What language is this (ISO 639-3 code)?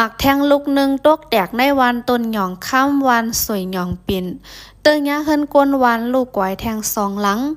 lao